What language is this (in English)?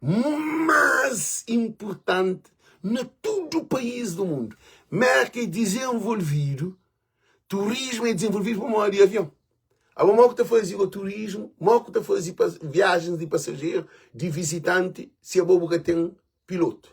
Kabuverdianu